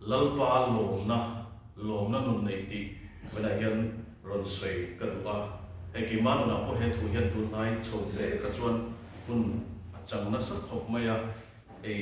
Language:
Mizo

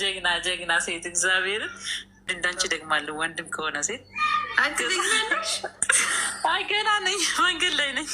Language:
Amharic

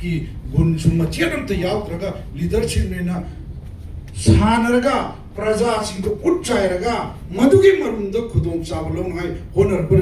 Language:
Manipuri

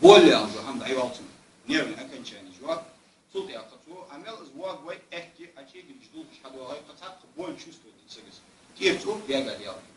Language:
Ingush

